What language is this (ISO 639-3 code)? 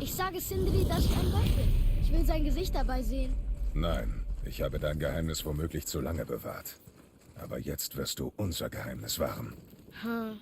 bar